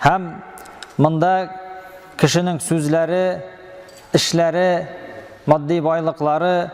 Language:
Tatar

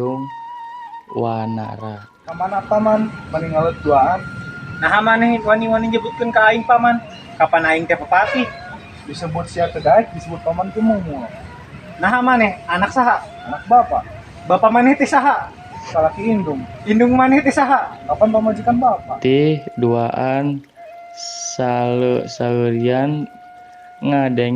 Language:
Sundanese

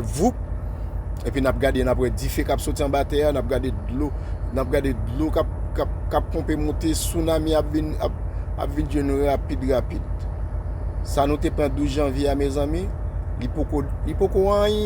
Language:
Haitian Creole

